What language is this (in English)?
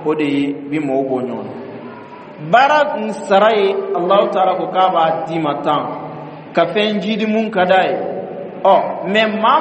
Bambara